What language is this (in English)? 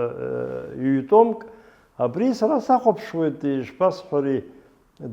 Abkhazian